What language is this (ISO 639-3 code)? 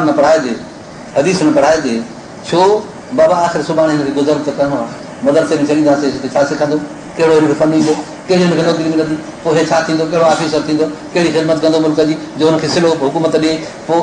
snd